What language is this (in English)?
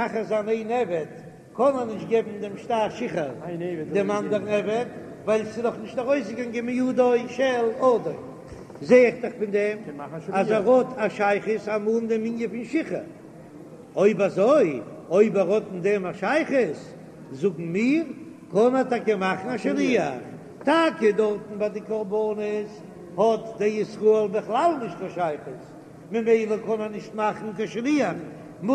Yiddish